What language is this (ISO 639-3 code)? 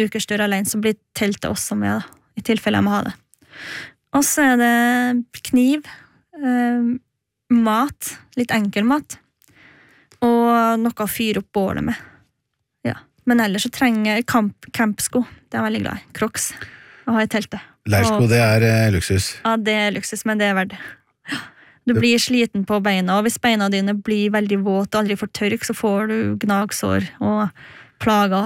nor